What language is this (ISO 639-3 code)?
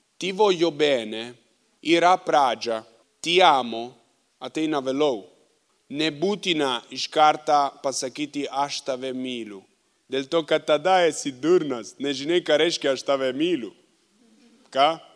lit